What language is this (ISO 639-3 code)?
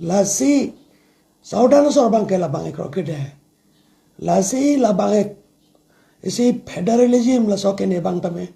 mjw